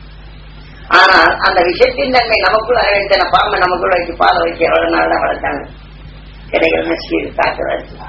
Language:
Tamil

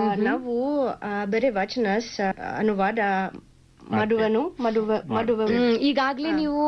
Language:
Kannada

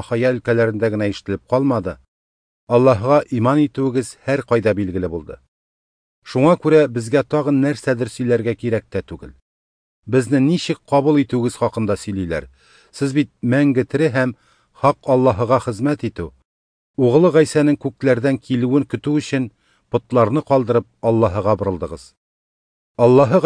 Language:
Tatar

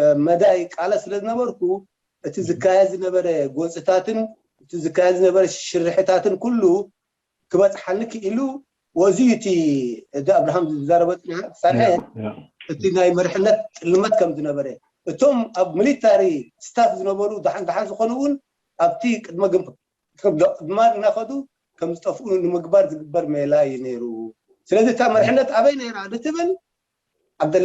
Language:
Tigrinya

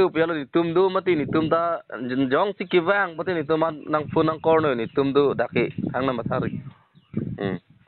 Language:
Karbi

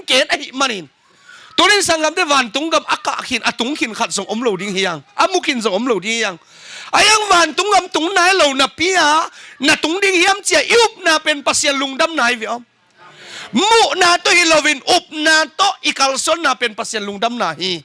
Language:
Tedim Chin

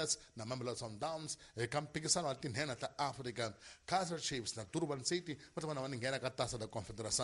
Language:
Tsonga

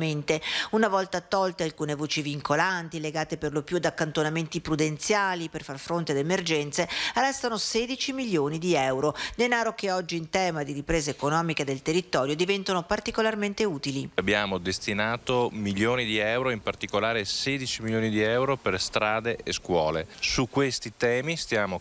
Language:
Italian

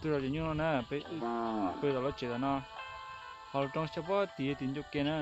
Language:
Hmong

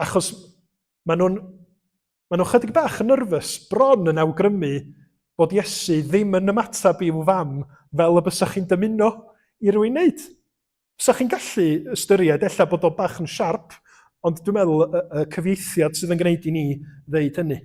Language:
Welsh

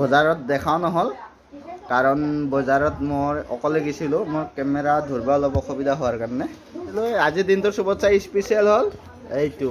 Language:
Assamese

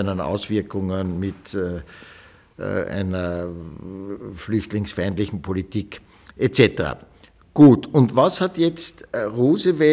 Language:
German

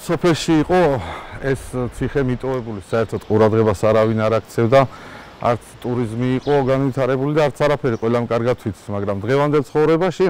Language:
Georgian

